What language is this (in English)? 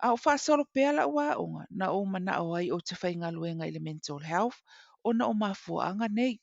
Samoan